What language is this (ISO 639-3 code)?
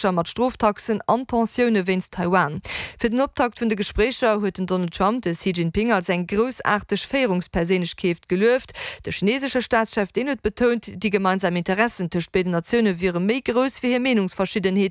ltz